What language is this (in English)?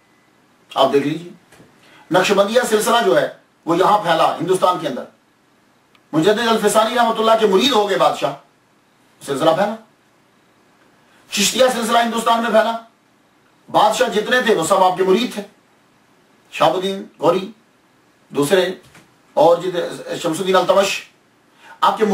Urdu